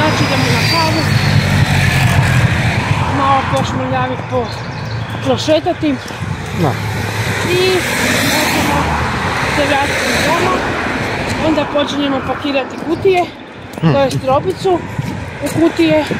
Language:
Croatian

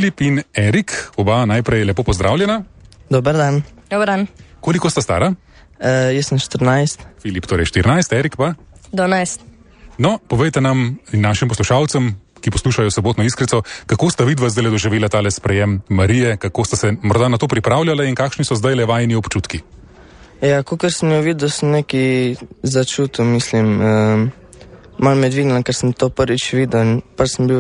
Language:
Slovenian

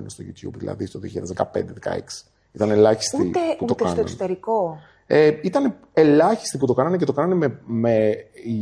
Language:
Greek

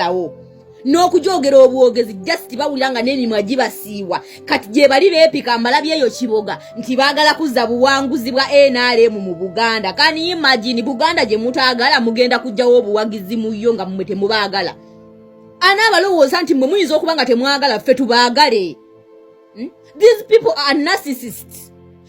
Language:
Ganda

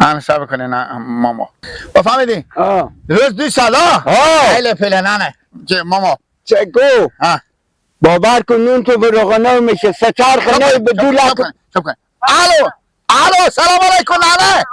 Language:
Persian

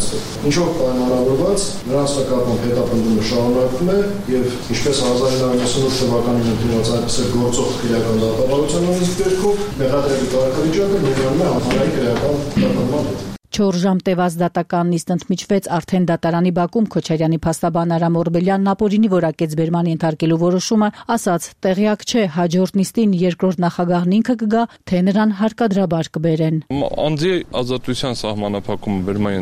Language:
Armenian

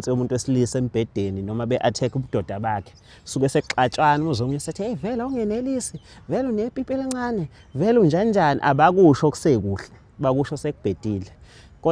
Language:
Zulu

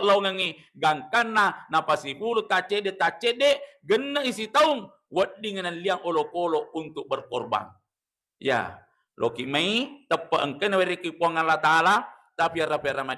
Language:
Buginese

